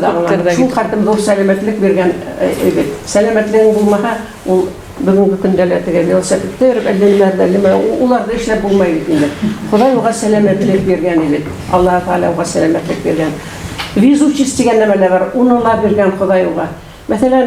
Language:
Bashkir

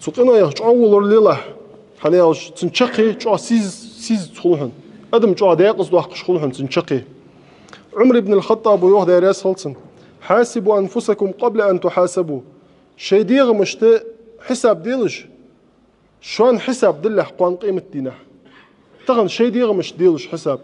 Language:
Ingush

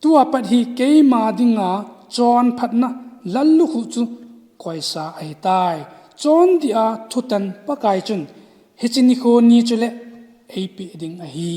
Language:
Thado Chin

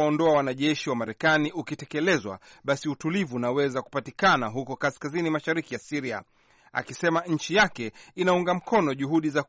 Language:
Swahili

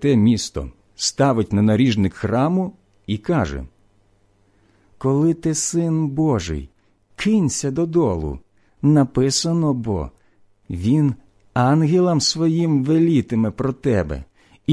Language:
Ukrainian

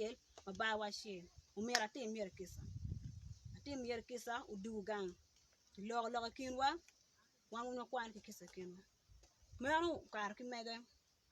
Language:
Acoli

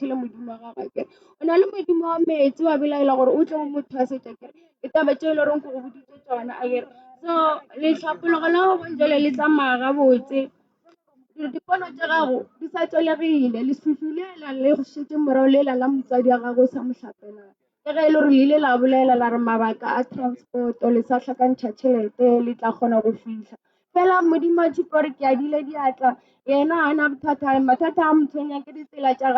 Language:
Northern Sotho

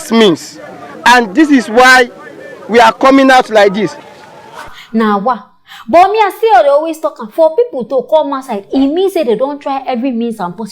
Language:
Nigerian Pidgin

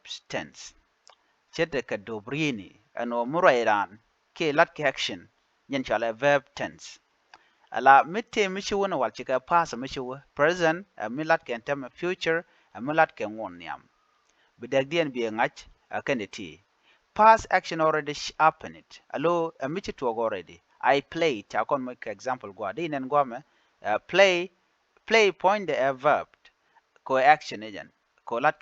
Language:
Nuer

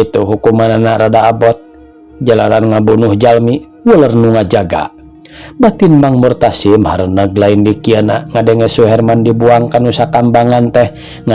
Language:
Sundanese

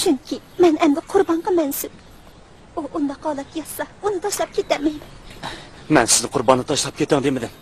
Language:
Uyghur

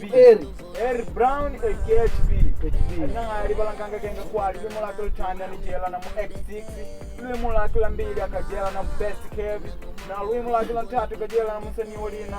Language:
Makonde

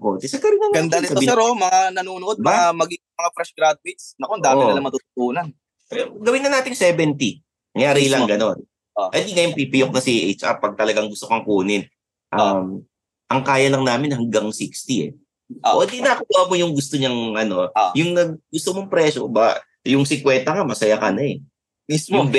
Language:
Filipino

